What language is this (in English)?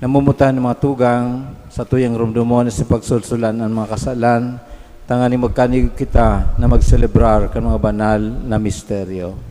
Bikol